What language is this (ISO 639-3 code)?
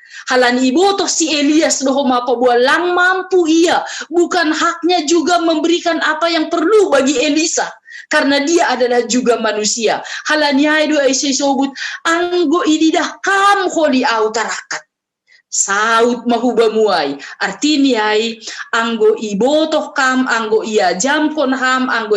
bts